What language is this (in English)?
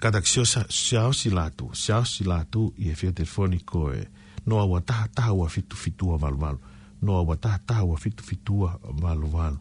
Tongan